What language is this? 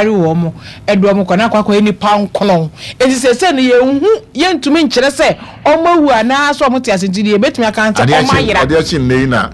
Akan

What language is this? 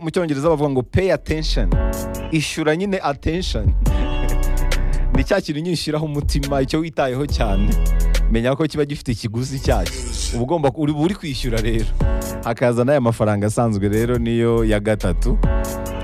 Kinyarwanda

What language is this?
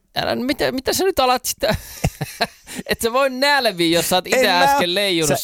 Finnish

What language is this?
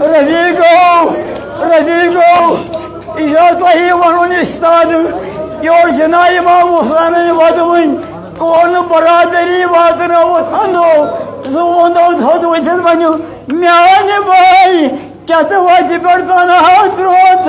Kashmiri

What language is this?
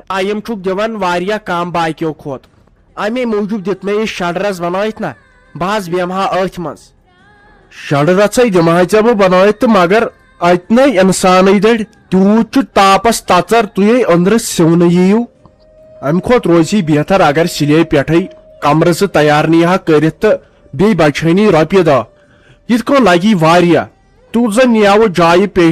Kashmiri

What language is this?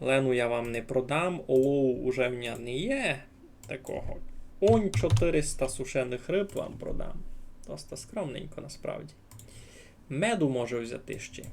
Rusyn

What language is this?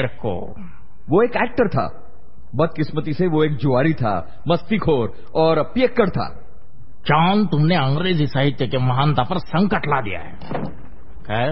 Hindi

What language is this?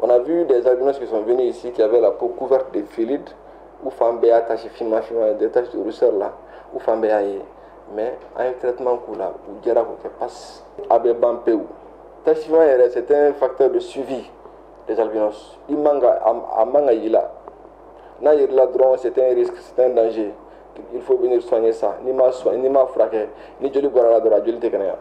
Bambara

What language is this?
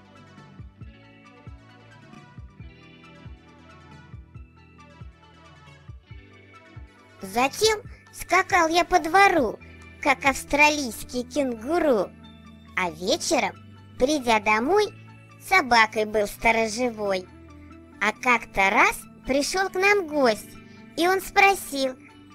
Russian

